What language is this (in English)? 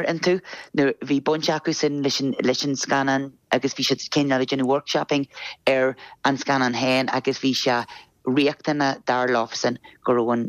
Irish